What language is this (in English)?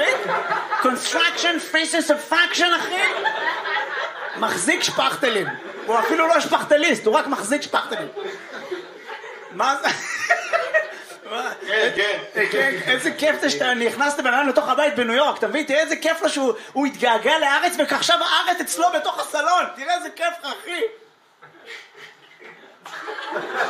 Hebrew